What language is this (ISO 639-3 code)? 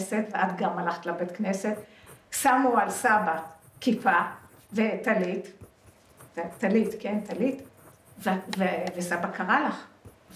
heb